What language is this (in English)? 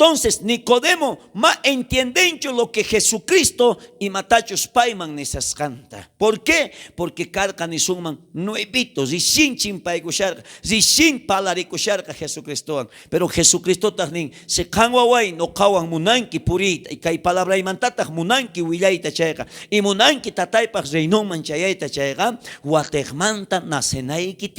South Bolivian Quechua